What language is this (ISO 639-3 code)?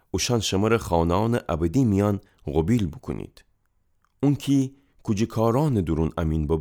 glk